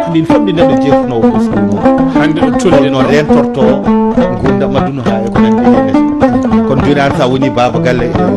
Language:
Fula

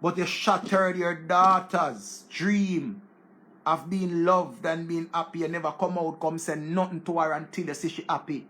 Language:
Jamaican Creole English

